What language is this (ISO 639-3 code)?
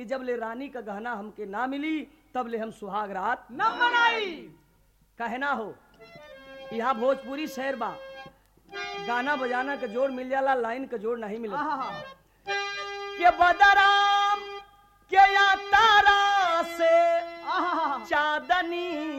bho